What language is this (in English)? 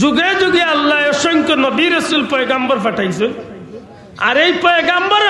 Sylheti